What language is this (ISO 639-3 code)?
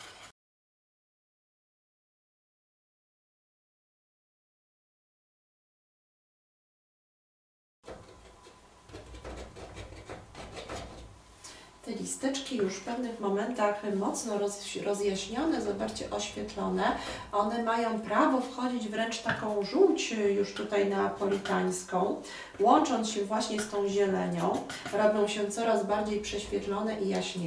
pol